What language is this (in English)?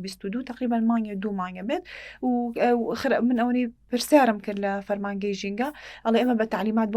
Central Kurdish